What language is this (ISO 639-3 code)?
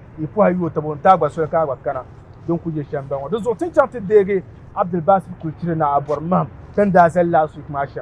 dag